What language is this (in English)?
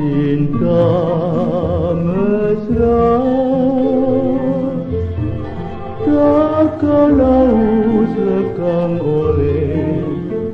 Malay